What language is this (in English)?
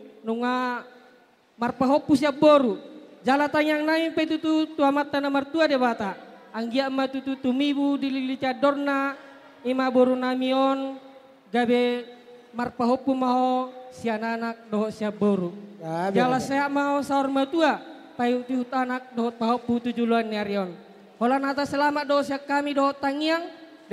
Batak Toba